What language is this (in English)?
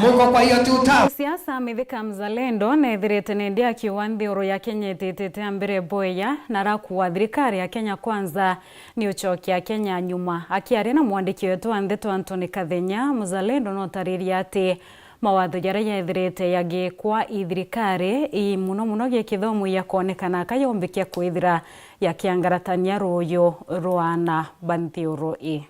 Meru